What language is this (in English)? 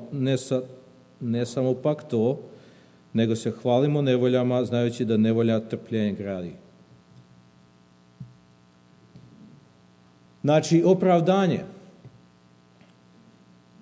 Serbian